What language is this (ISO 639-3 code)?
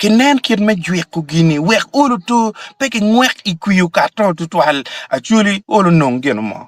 ach